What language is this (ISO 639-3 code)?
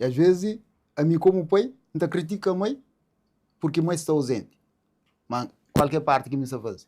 kea